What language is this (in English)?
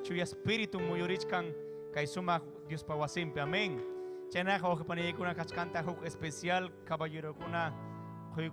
Ayacucho Quechua